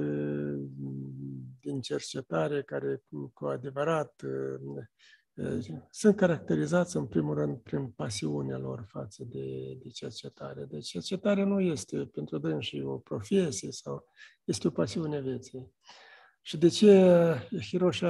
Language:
Romanian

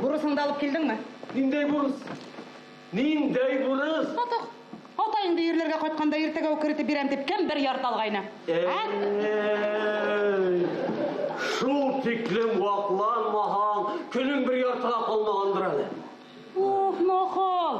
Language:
Bashkir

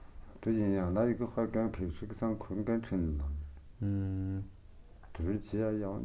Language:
Tu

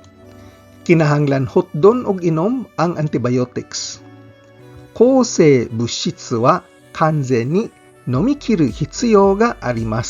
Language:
Cebuano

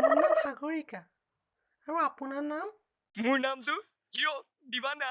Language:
Assamese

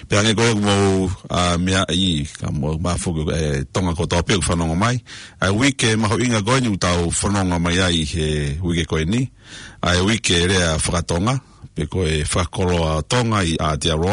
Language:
Tongan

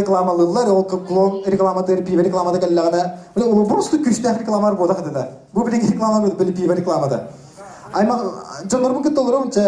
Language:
Yakut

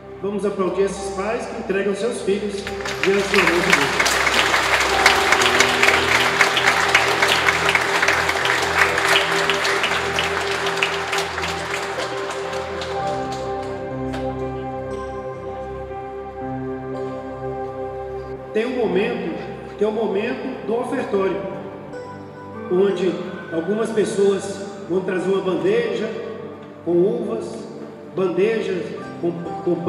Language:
Portuguese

